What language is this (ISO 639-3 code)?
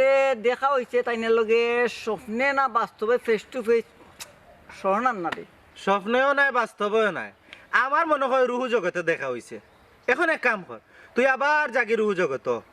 syl